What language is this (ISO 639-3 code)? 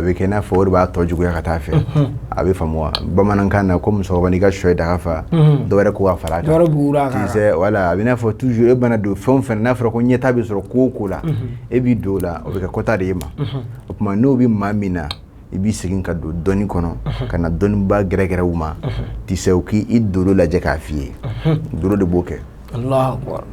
bam